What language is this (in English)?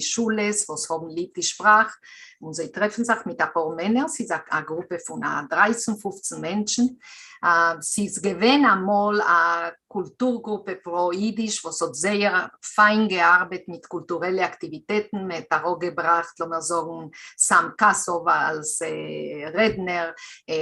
Yiddish